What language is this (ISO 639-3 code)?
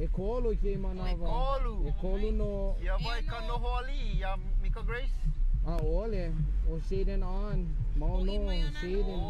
haw